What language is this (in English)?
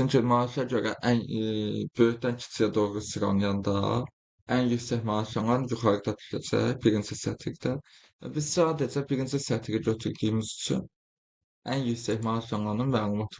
Azerbaijani